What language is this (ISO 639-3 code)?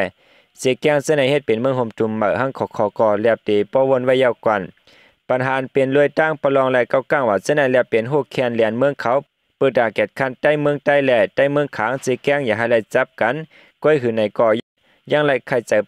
shn